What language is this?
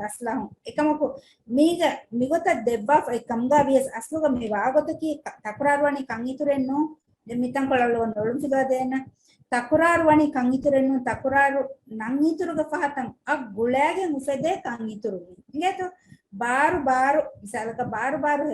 Divehi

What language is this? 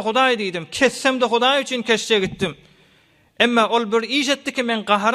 Turkmen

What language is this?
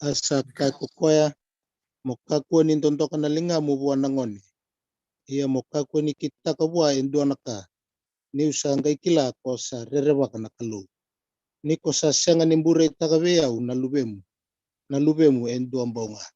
Fijian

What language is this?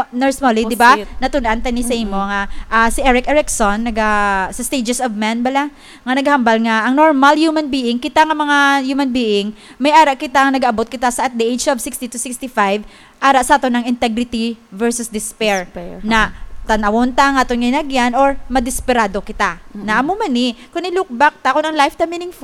Hiligaynon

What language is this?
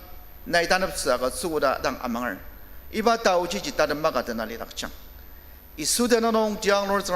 Ao Naga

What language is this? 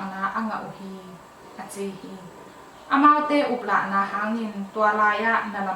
Tedim Chin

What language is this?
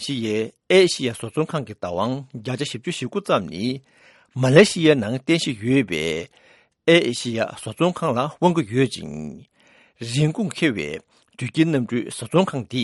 Tibetan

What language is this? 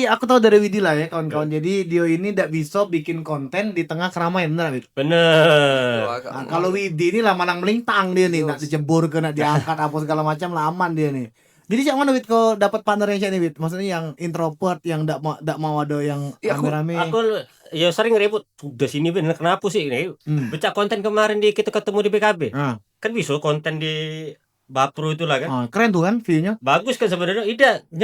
Musi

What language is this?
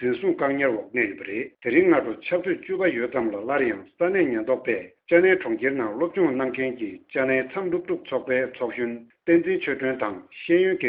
Tibetan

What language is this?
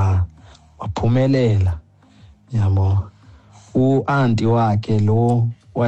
Xhosa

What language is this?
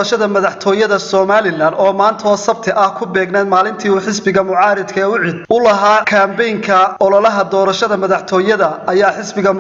Somali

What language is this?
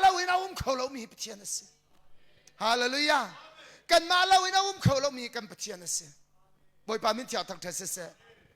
Hakha Chin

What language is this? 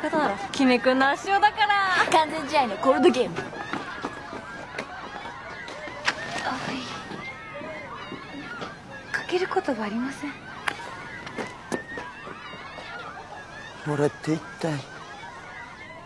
Japanese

